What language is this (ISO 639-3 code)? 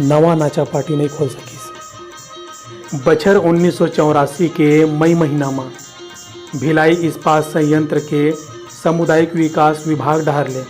hne